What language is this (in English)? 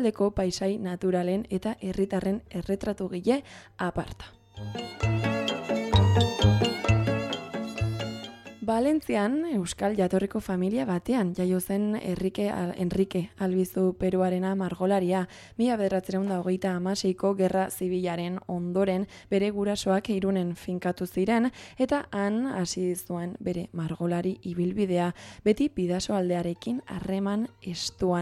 Basque